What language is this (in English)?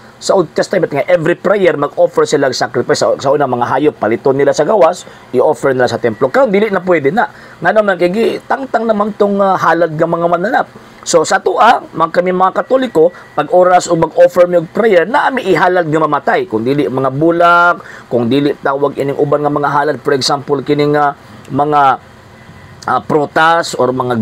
Cebuano